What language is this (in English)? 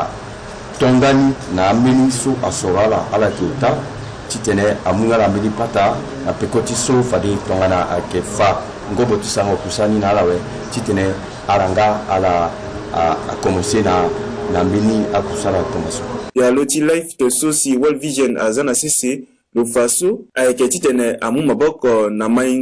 Sango